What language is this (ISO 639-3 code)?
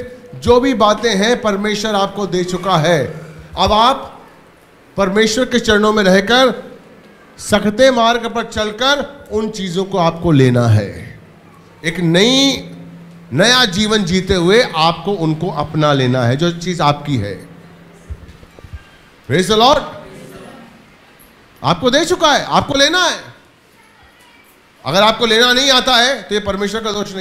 hin